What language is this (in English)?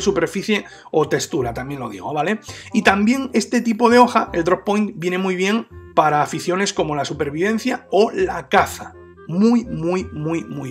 Spanish